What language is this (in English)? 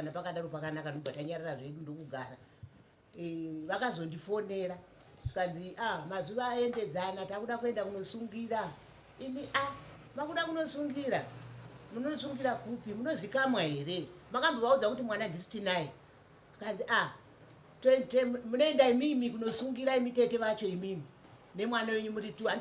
Shona